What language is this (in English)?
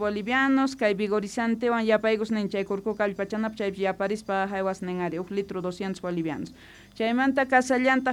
Quechua